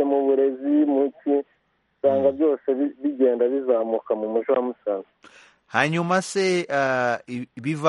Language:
Kinyarwanda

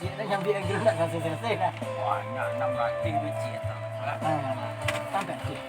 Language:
Minangkabau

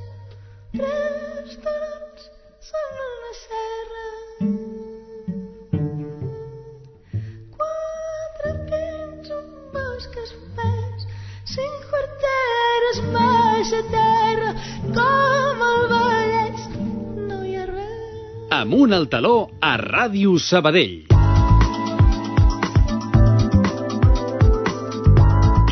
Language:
Catalan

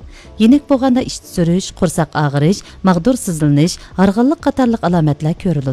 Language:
Uyghur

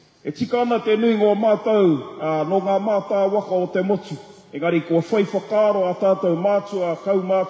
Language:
Māori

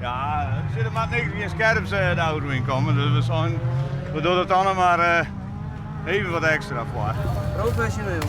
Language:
Western Frisian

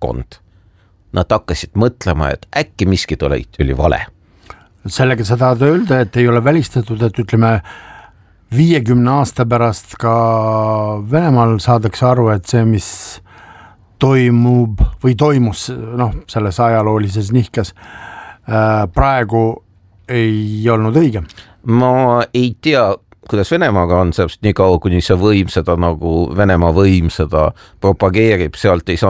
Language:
Estonian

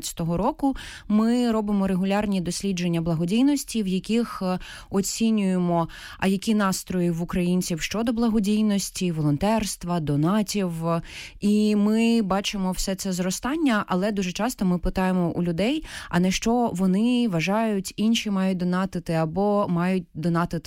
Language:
Ukrainian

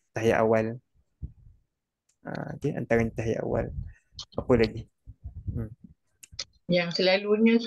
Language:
Malay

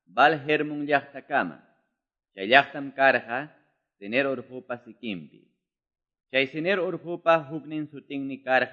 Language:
Quechua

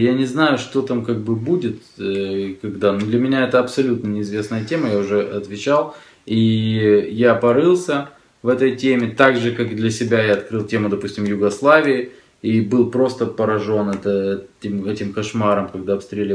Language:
Russian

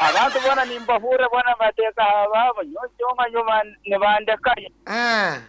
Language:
Nyankole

